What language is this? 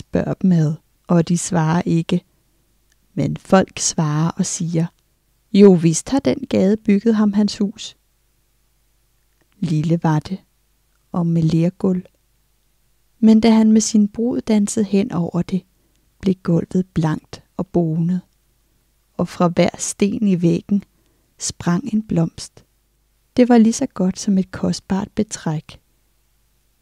Danish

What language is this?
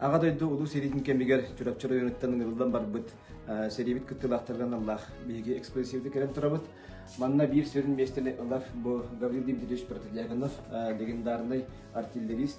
Yakut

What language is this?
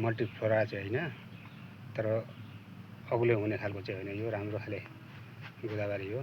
Nepali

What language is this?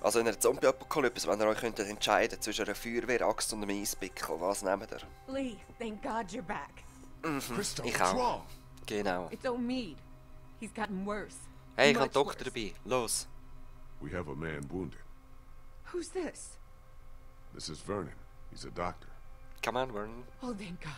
Swiss German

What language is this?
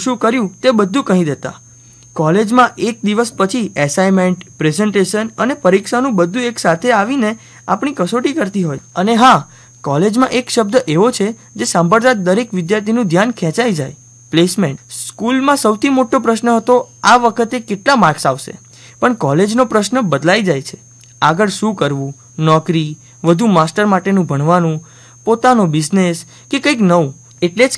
Gujarati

